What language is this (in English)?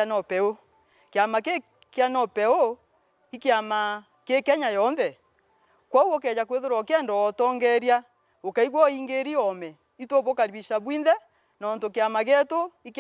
Meru